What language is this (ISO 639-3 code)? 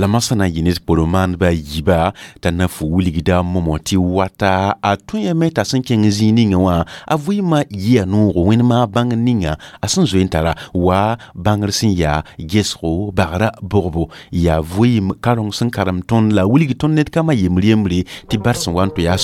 mos